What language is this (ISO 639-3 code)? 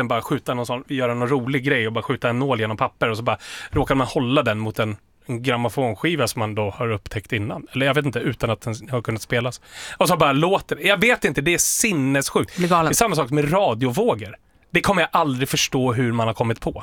swe